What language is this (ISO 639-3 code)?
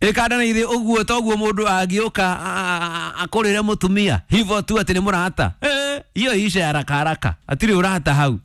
kik